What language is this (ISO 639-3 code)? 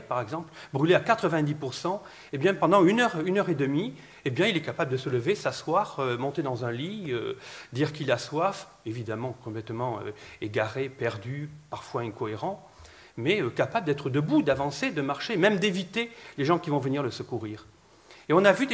fra